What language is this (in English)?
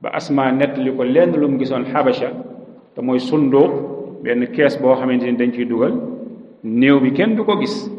Wolof